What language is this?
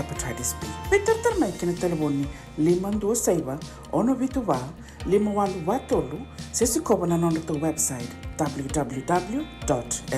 Fijian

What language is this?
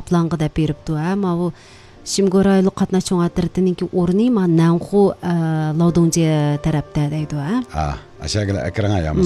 Uyghur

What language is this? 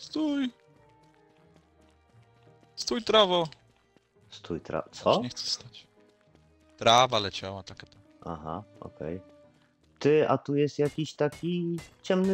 Polish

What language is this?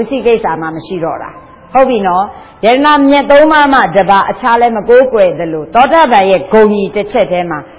Burmese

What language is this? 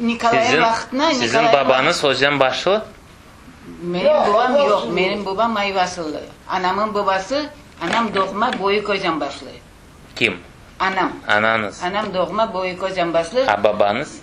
Crimean Tatar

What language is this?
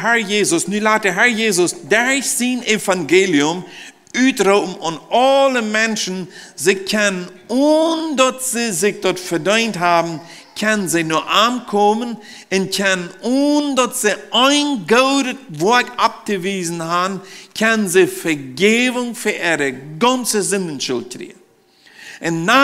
Plautdietsch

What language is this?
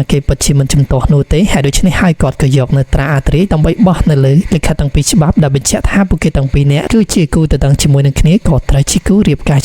Khmer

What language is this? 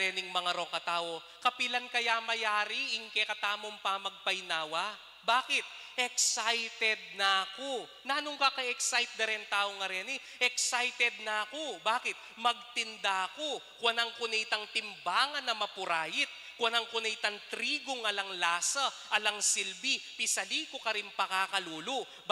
Pampanga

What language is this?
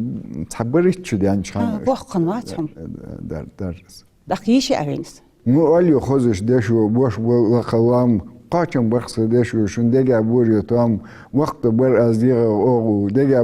Ingush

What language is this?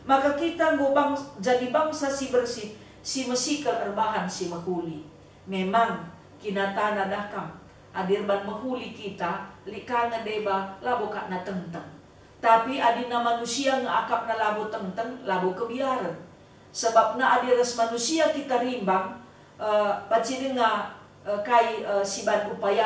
Batak Karo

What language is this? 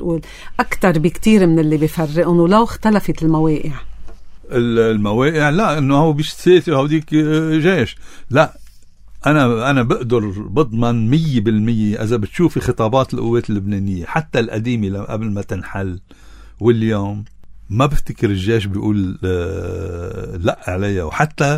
North Levantine Arabic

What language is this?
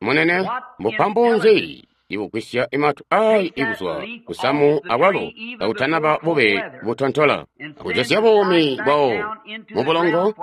Tonga (Zambia)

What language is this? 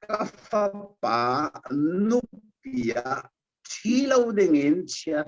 Hakha Chin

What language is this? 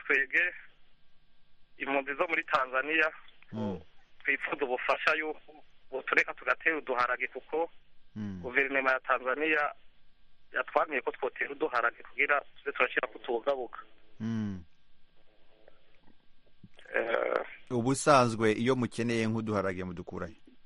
Kinyarwanda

